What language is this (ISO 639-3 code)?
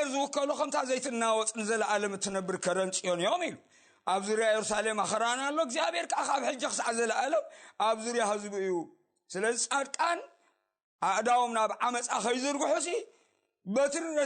tir